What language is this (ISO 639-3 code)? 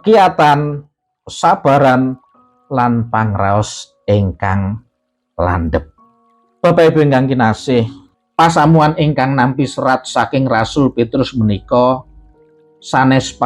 jav